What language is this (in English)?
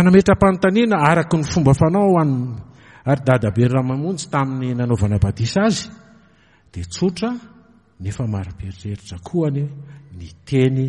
Malagasy